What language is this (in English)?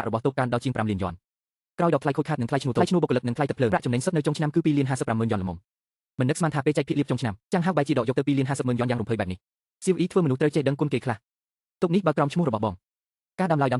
Khmer